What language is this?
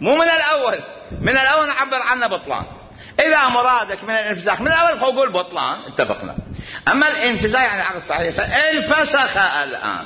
Mesopotamian Arabic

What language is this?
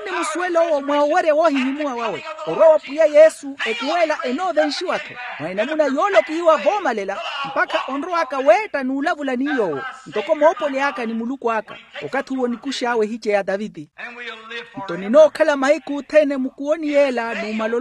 Makhuwa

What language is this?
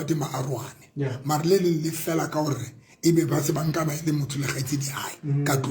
Southern Sotho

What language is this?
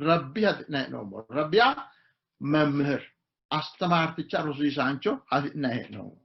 Sidamo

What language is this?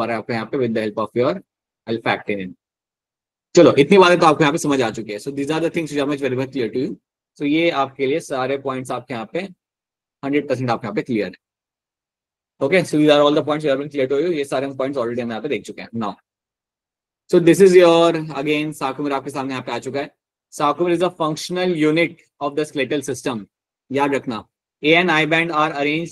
Hindi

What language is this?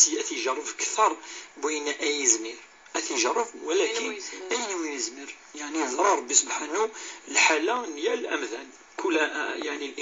Kabyle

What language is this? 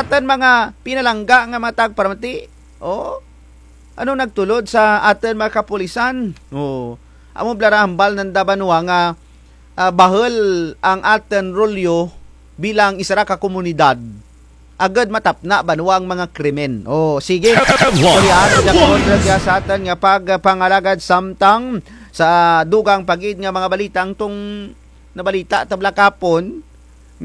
Kinaray-a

